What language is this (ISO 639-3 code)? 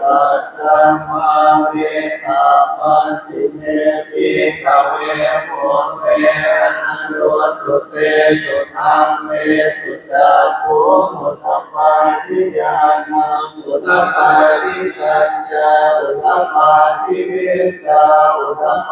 pli